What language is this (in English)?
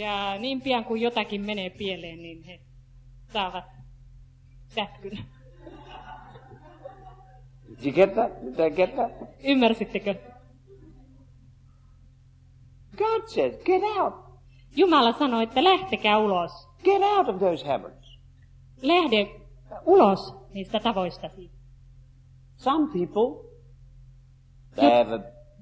Finnish